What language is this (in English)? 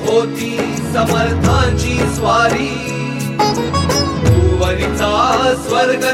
Marathi